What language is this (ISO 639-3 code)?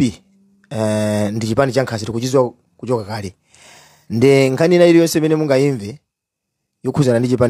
nya